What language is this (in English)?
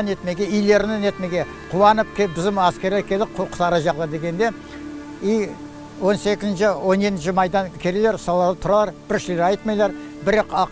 Crimean Tatar